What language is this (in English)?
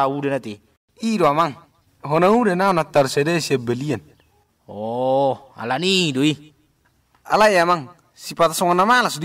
Batak Toba